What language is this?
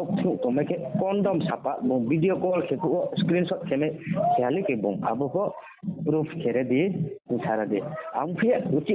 Riang (India)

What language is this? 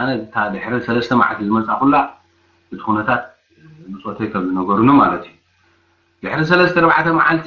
Tigrinya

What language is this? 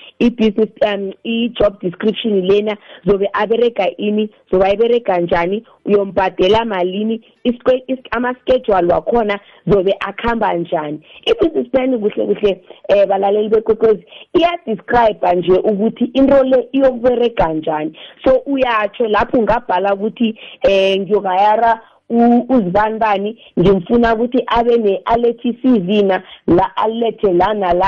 South Ndebele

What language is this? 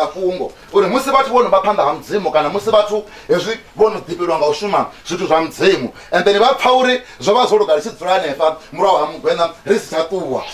Venda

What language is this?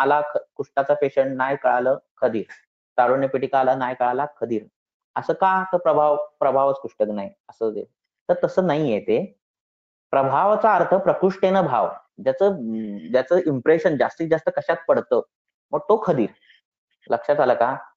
Marathi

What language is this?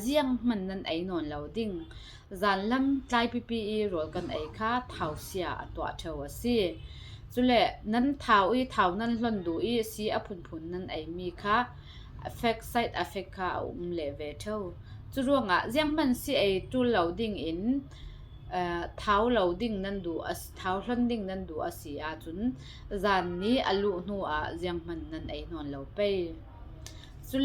Falam Chin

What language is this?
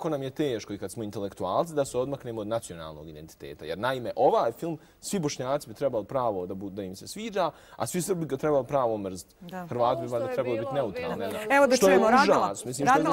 Bosnian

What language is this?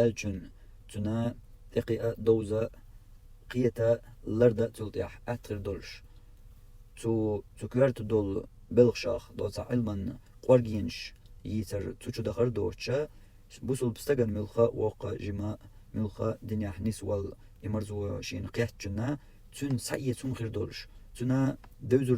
Chechen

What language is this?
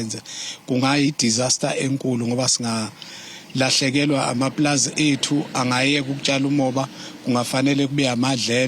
Zulu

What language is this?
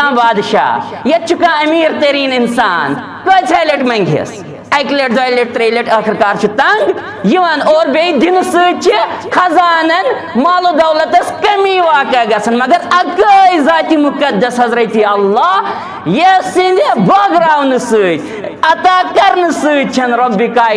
Kashmiri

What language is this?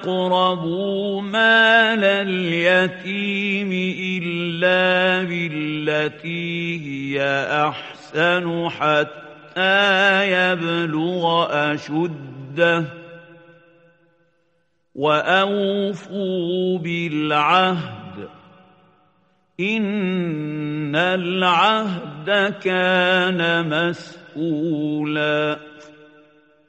Arabic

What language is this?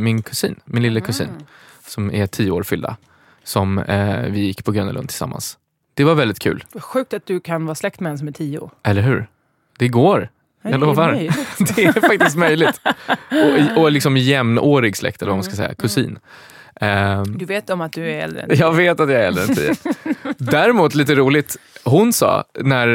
Swedish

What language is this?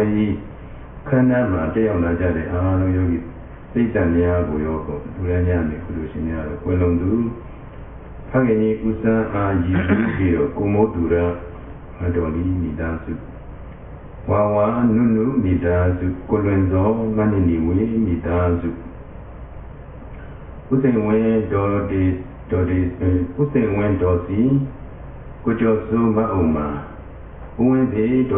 Burmese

